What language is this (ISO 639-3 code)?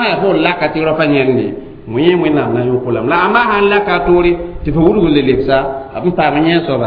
mos